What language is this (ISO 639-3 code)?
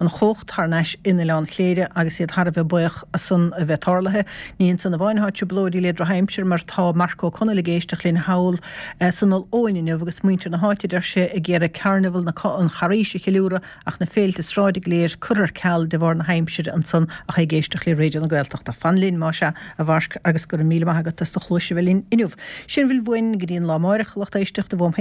gle